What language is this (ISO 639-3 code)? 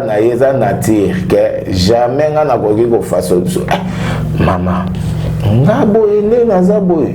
lin